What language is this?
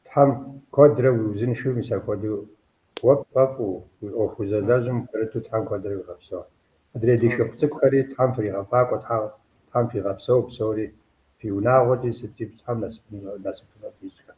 Kabardian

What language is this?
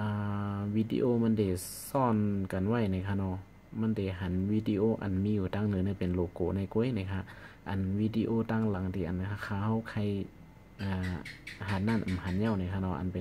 Shan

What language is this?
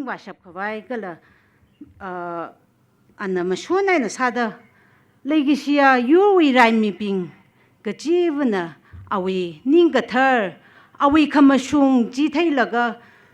Tangkhul Naga (India)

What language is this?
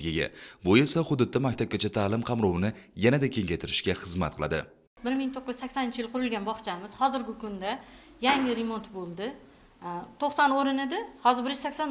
Uzbek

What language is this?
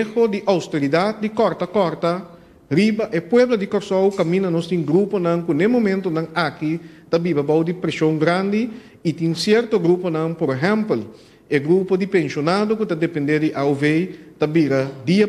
Papiamento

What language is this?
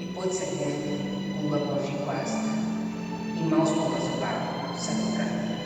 Sardinian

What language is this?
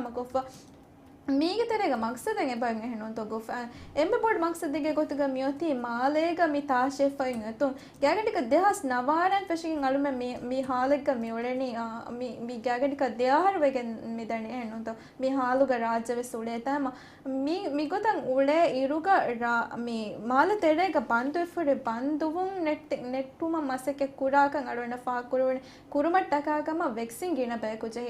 Divehi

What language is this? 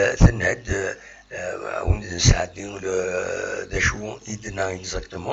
Kabyle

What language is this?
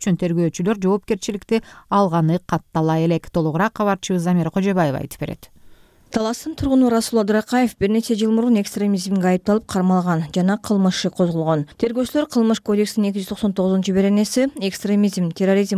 Kyrgyz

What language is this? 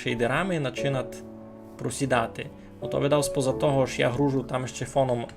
Rusyn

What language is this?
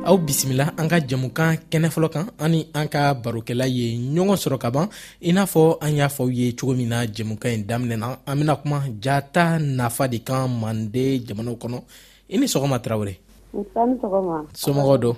Bambara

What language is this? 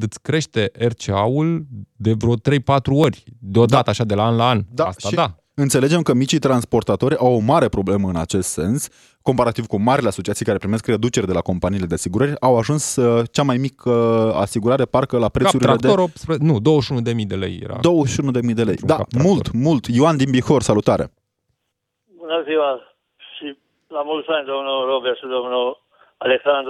Romanian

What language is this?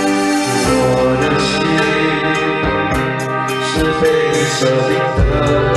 Chinese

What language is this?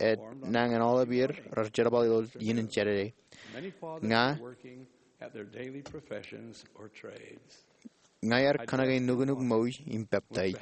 Marshallese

